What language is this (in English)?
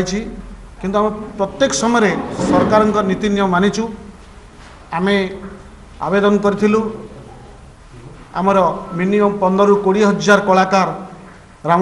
Odia